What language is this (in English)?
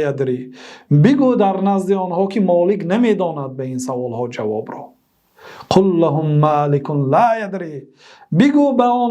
Tajik